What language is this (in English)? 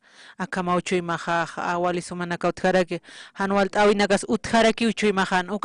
Aymara